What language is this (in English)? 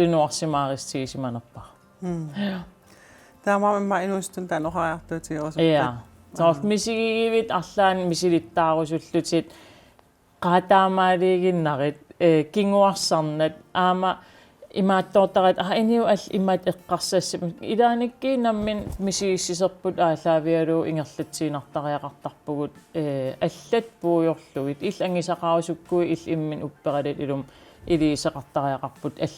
Kalaallisut